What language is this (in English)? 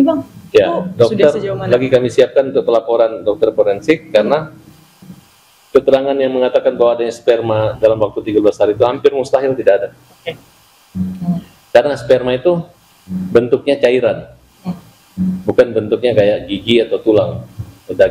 Indonesian